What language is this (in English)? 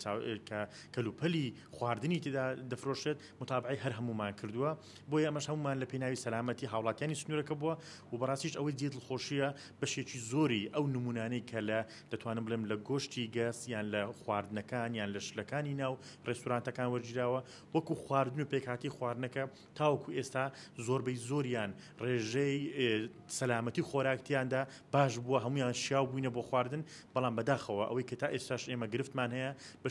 Central Kurdish